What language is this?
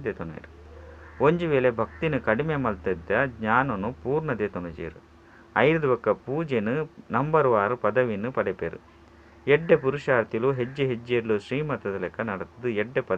Tulu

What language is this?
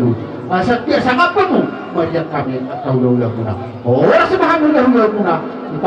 Batak Toba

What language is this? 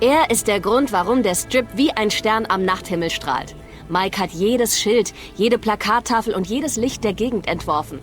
Bavarian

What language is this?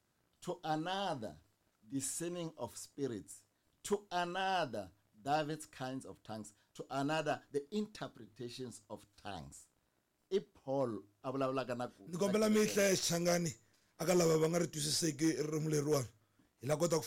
Tsonga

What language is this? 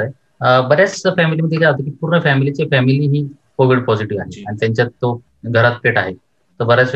Marathi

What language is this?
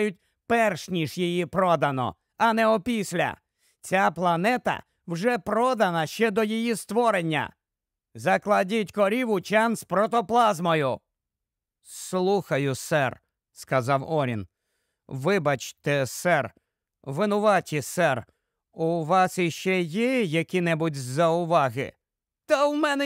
Ukrainian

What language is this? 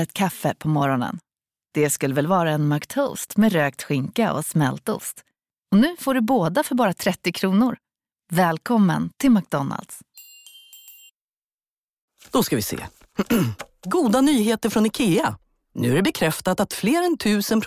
Swedish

